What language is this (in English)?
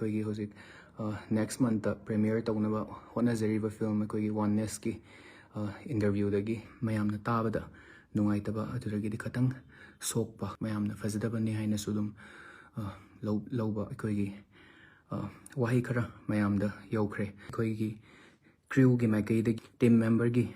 Manipuri